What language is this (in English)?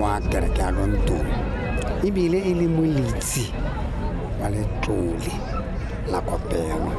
Tswana